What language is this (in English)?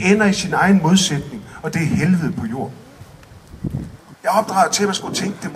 Danish